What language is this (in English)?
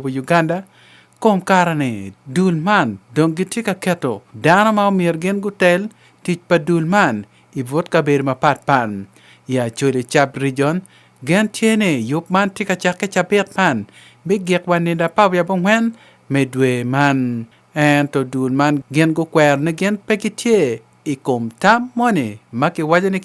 Acoli